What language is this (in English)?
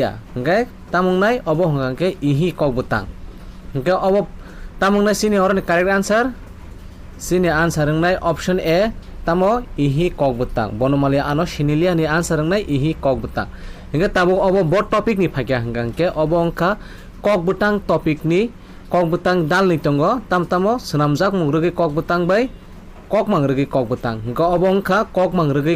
Kok Borok